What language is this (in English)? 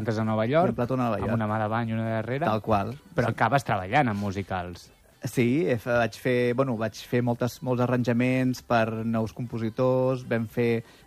Catalan